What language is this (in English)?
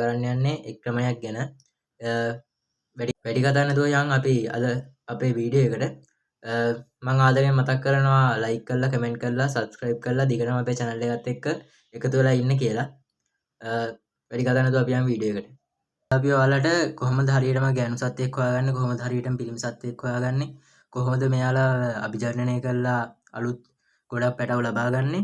Sinhala